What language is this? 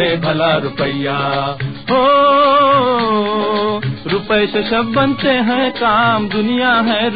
Hindi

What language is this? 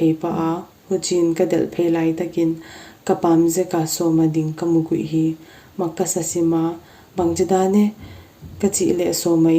Paite Chin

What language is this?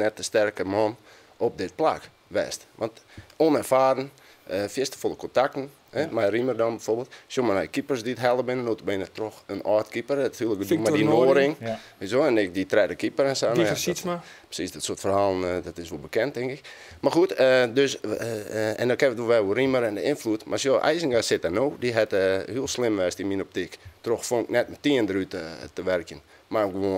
Western Frisian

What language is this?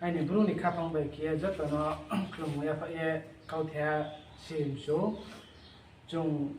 Riang (India)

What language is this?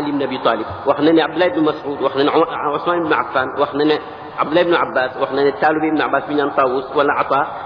Wolof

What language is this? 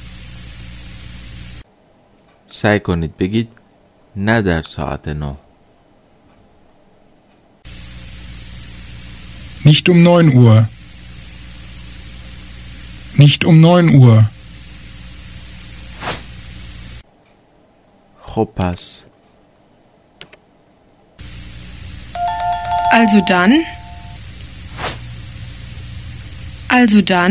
Persian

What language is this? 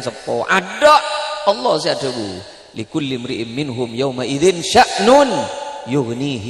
Madurese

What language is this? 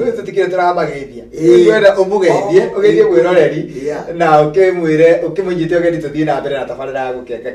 Kikuyu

